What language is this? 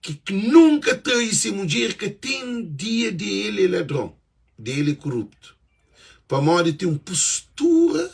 Kabuverdianu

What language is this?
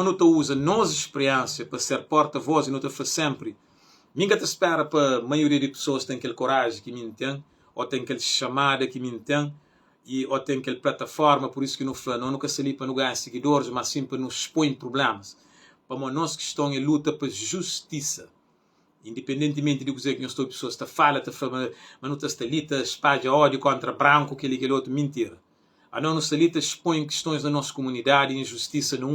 Kabuverdianu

